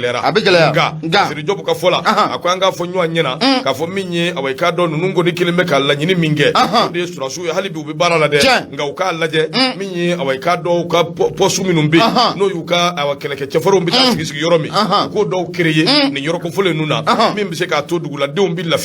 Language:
Bambara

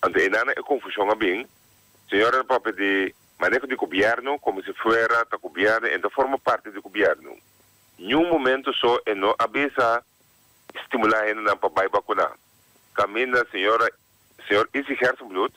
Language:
Papiamento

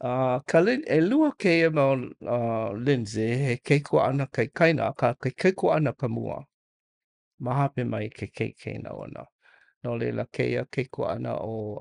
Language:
Hawaiian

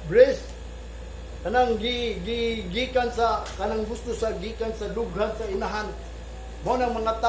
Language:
Cebuano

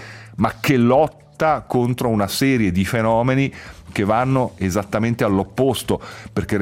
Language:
Italian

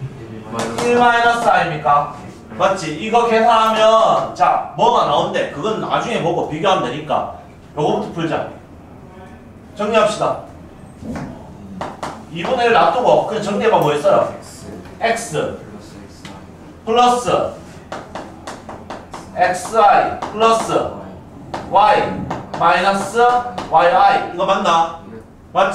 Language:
Korean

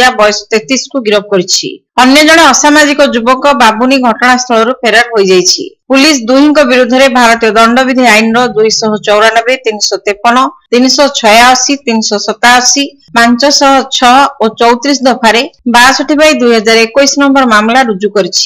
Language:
Odia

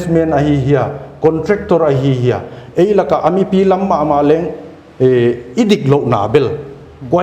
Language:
Paite Chin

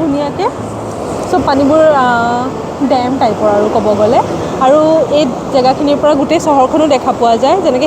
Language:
Assamese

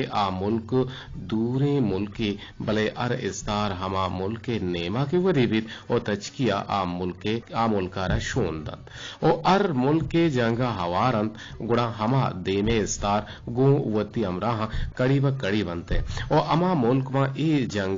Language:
Eastern Balochi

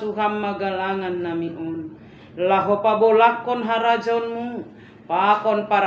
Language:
Batak Simalungun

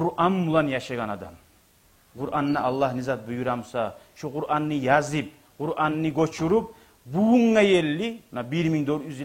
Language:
Kumyk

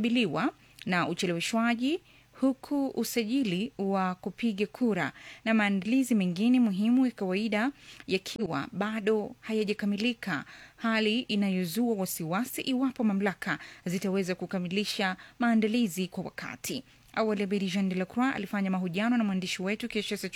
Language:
Swahili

